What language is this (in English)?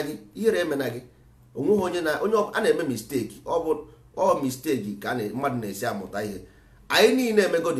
Igbo